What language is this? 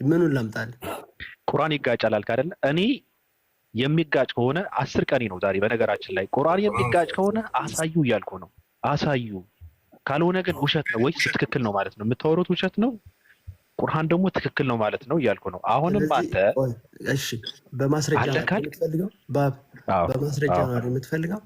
Amharic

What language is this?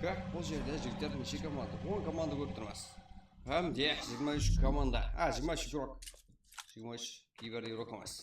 Kara-Kalpak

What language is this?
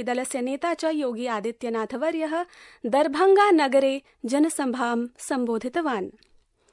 Sanskrit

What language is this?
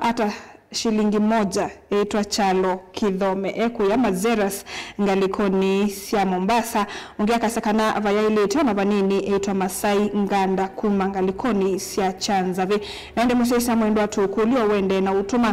Kamba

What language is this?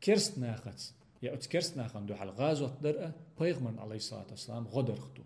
Chechen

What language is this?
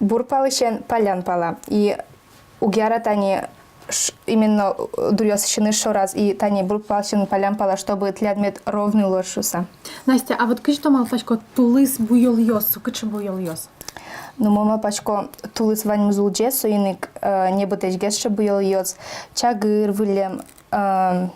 Udmurt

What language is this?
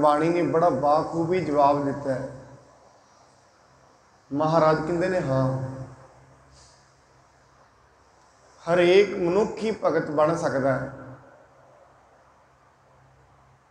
Punjabi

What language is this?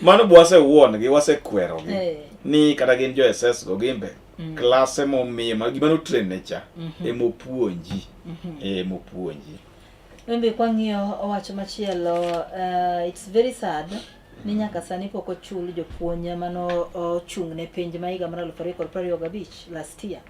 Luo (Kenya and Tanzania)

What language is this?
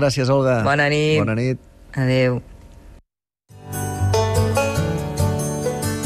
Catalan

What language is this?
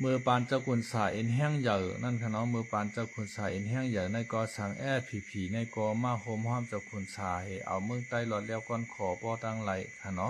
Shan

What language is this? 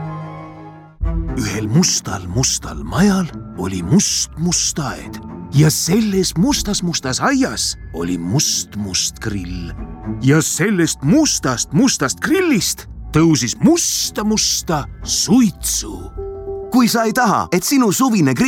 Estonian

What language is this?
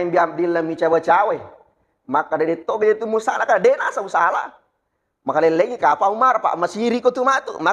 Buginese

